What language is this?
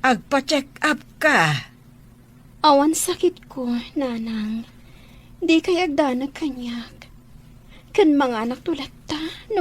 Iloko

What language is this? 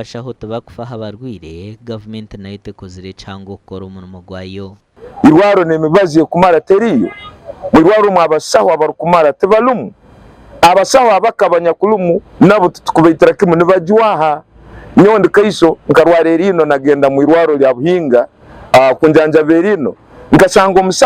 Nyankole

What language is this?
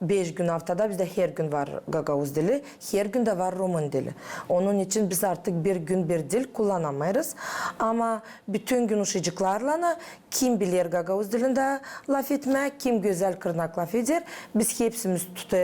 Gagauz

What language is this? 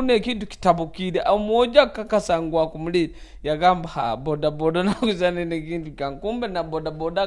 Nyoro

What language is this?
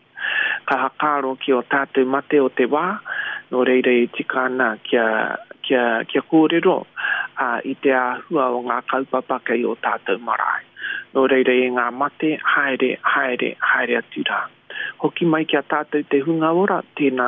Māori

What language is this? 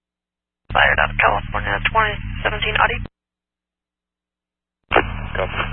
English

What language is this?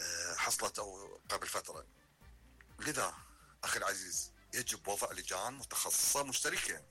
Mesopotamian Arabic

